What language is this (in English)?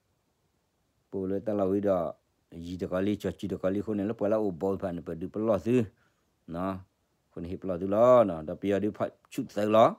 S'gaw Karen